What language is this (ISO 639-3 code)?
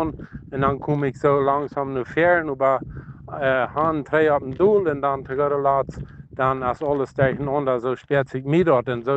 pdt